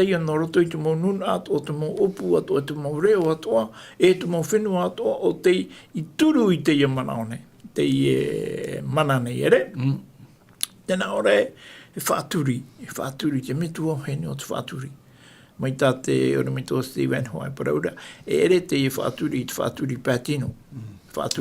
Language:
Tahitian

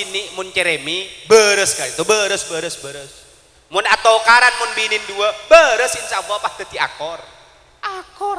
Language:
Madurese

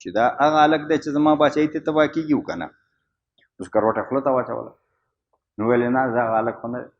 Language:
Pashto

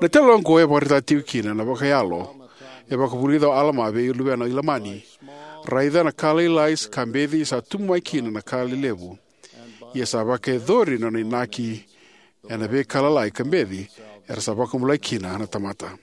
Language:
Fijian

